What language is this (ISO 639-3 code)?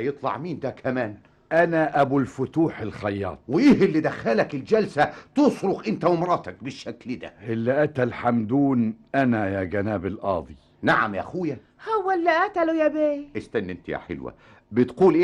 arz